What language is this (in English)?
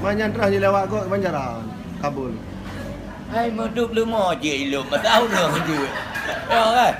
Achinese